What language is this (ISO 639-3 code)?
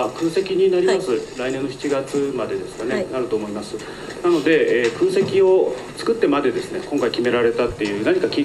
jpn